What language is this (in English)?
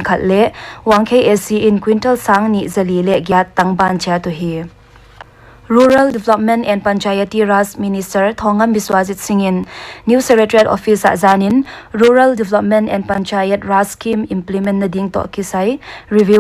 Paite Chin